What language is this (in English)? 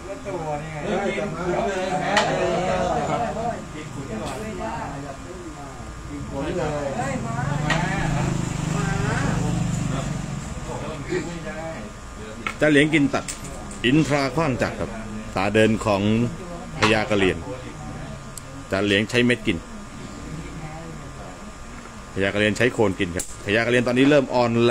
Thai